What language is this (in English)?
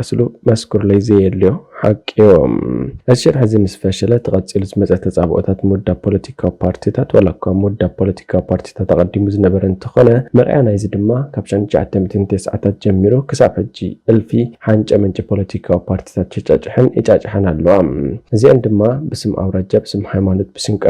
Tigrinya